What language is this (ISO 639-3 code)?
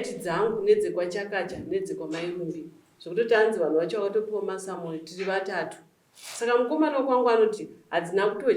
sna